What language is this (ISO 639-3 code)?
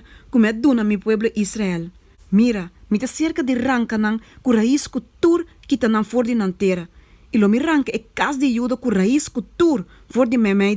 pap